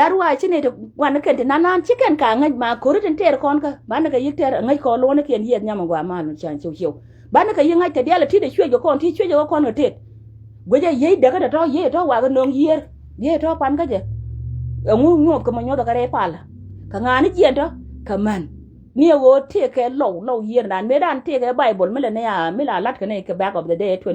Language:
Nuer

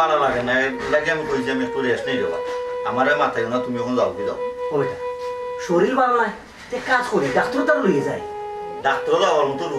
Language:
Sylheti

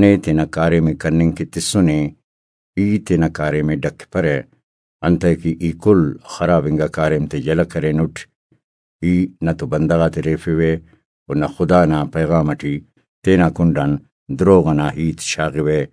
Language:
Brahui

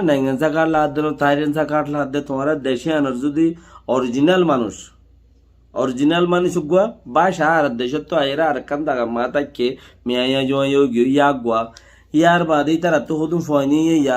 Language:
Rohingya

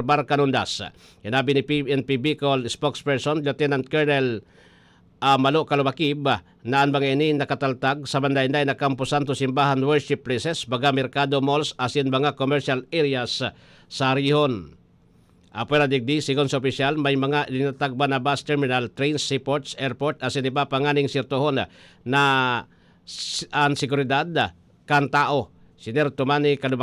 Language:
Bikol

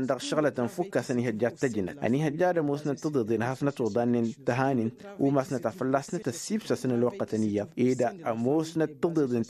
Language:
Tamasheq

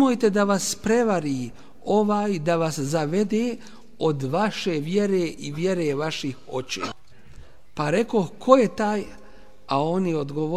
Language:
Bosnian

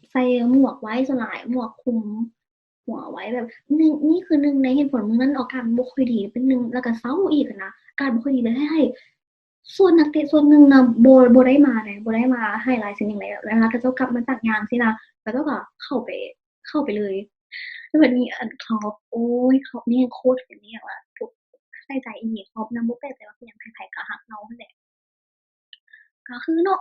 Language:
Lao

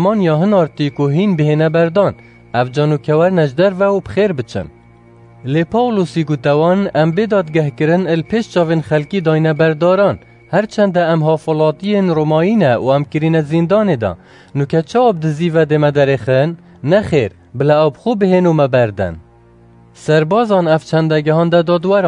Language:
Kurdish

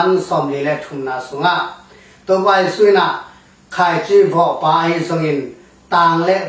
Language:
Tedim Chin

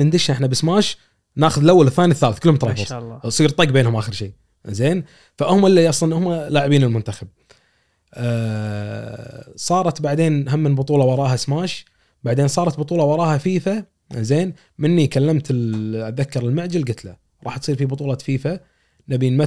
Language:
Gulf Arabic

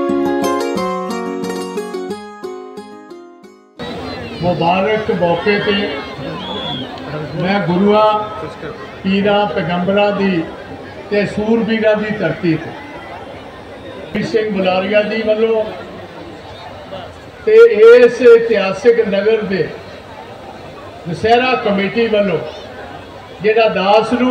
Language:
Punjabi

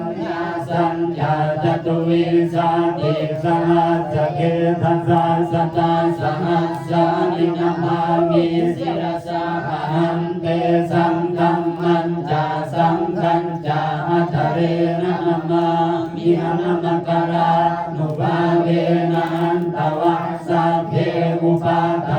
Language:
Pali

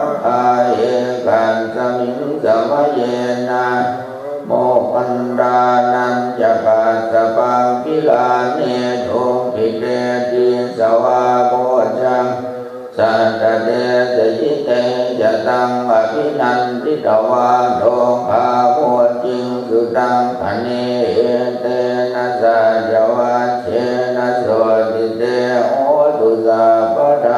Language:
Pali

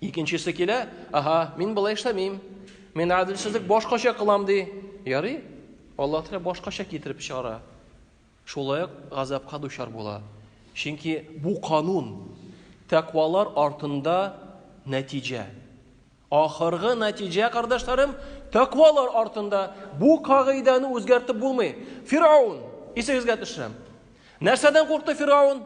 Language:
Tatar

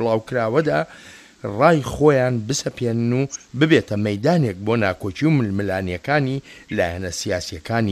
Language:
Central Kurdish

